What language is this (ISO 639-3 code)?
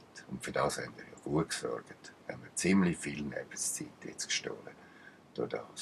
gsw